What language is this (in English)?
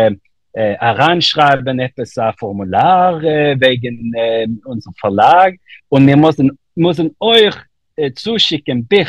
Yiddish